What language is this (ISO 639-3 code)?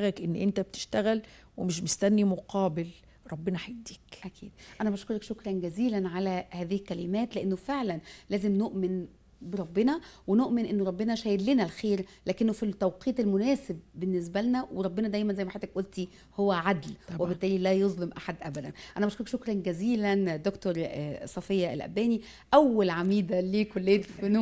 arz